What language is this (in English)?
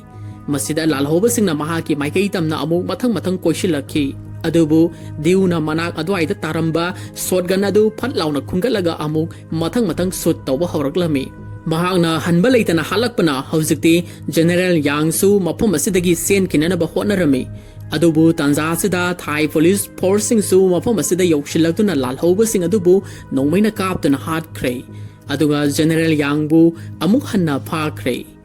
Manipuri